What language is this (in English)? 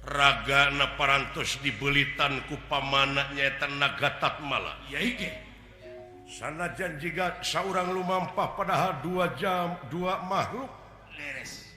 Sundanese